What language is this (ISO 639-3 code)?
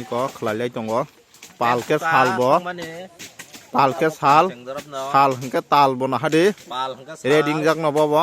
trp